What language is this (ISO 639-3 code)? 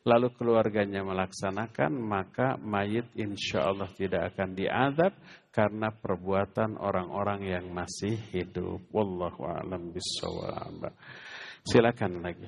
ind